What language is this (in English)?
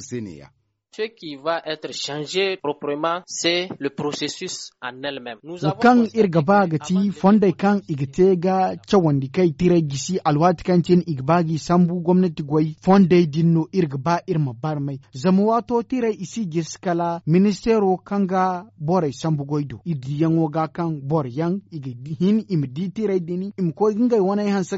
Zarma